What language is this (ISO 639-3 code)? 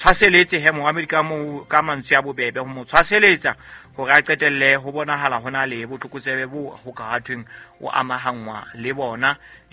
sot